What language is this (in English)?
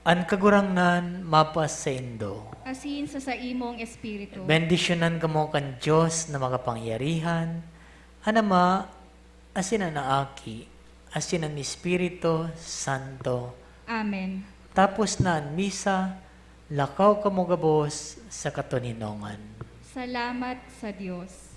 Bikol